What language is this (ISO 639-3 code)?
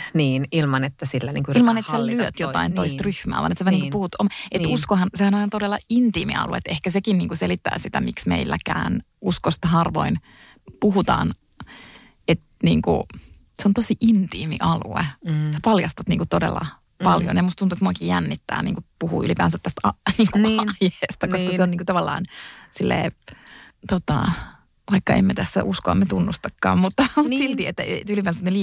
fin